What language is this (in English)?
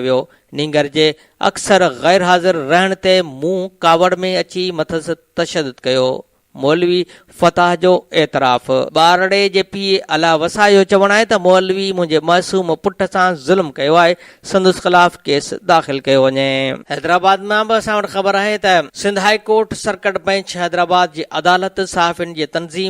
Sindhi